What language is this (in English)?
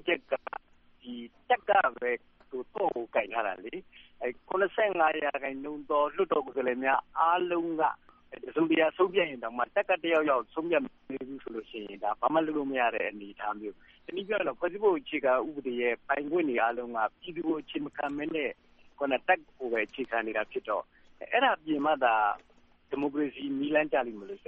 Burmese